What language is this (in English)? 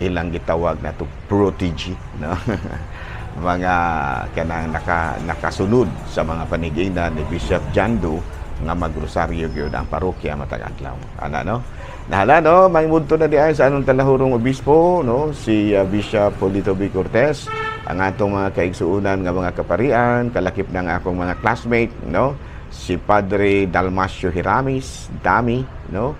Cebuano